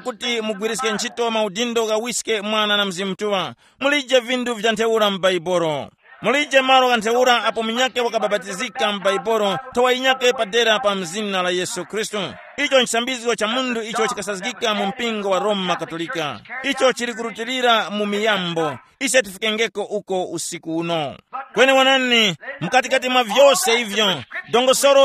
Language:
Tumbuka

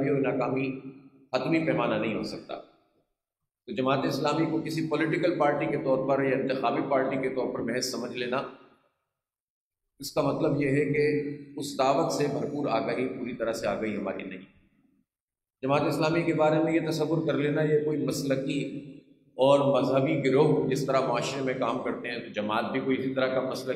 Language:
Urdu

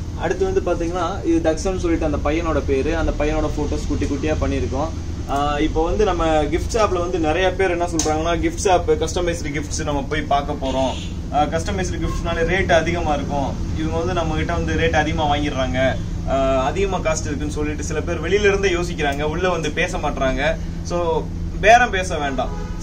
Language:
Tamil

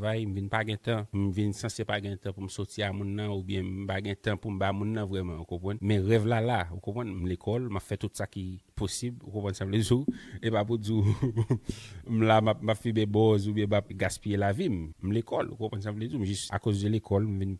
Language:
Haitian Creole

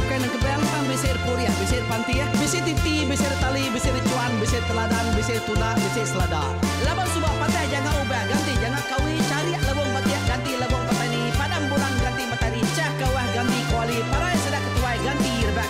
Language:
Iban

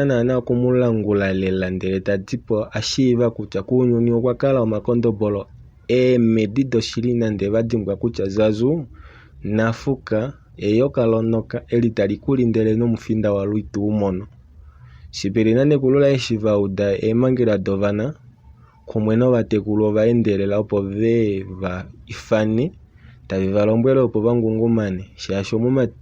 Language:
Kuanyama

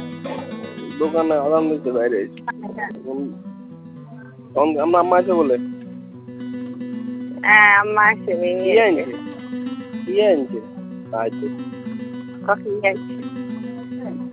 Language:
Bangla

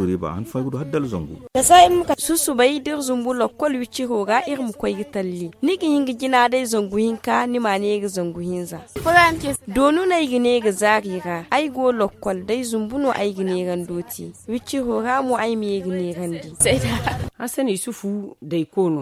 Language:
Zarma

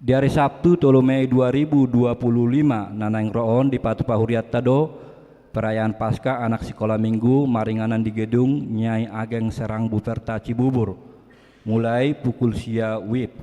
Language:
Batak Toba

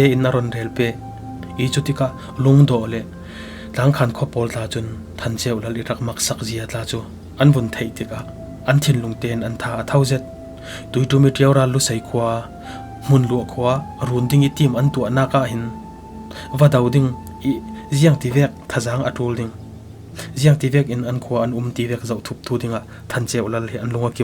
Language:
Falam Chin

